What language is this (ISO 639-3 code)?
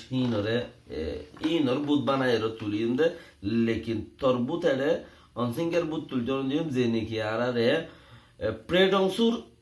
rhg